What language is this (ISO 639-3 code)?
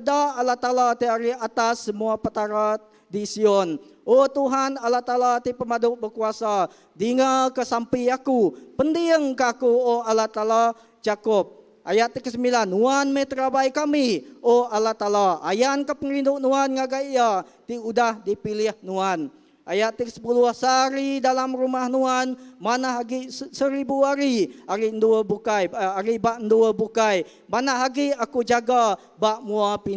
iba